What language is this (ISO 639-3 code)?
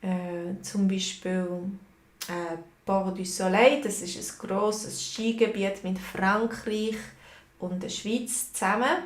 gsw